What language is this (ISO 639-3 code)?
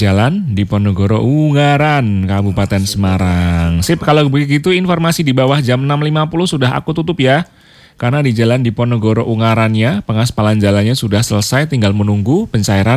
ind